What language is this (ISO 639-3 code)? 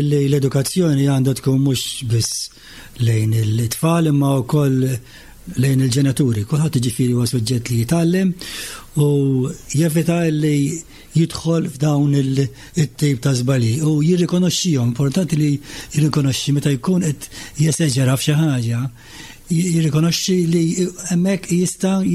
mlt